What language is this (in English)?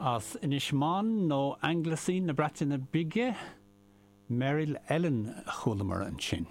Irish